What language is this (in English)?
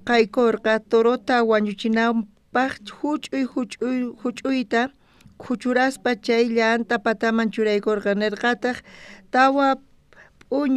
South Bolivian Quechua